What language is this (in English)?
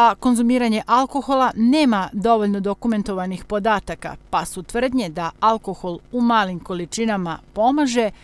Serbian